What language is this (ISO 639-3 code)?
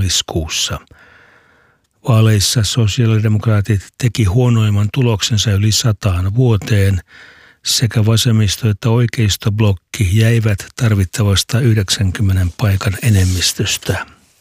fin